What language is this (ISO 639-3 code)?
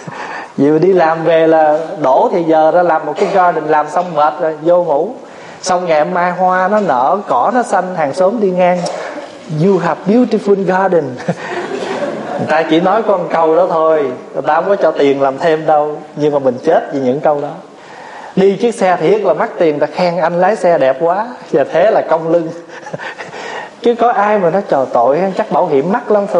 vie